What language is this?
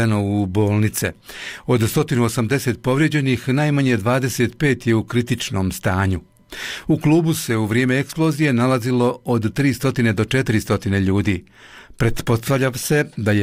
Bosnian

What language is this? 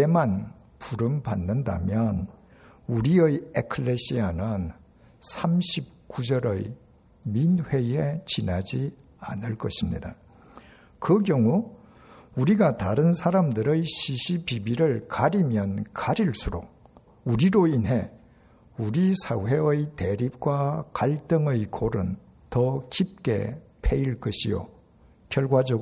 Korean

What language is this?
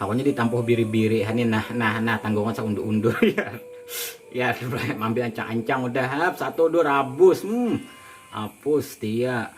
Banjar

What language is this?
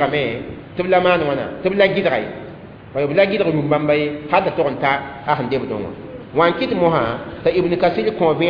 Mossi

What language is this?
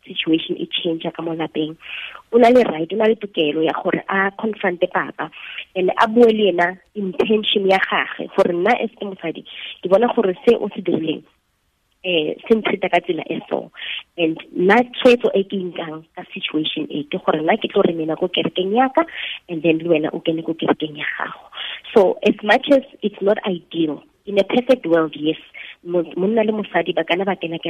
Tswana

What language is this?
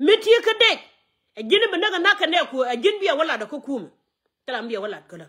Nuer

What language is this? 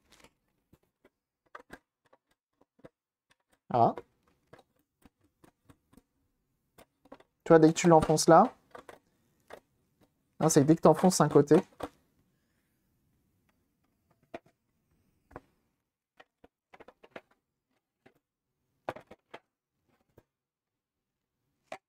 French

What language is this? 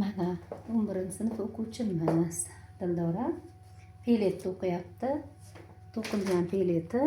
Uzbek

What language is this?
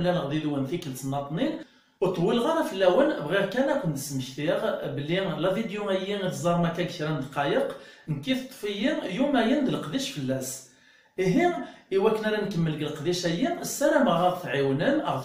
Kabyle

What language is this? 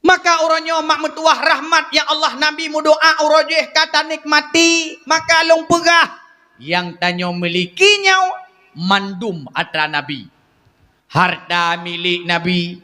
Achinese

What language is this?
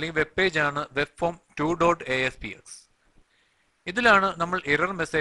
Malayalam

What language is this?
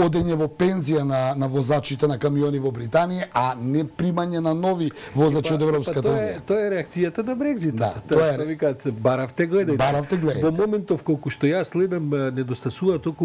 Macedonian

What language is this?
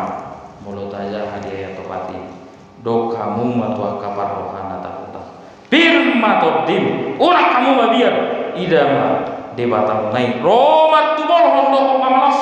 Batak Toba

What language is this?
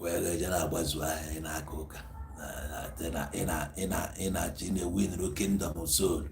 Igbo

